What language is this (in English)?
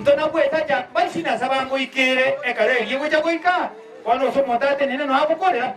Gusii